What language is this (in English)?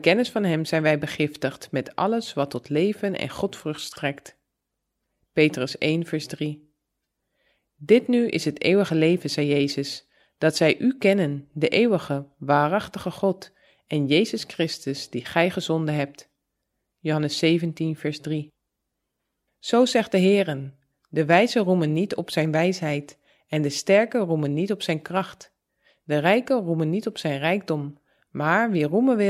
Dutch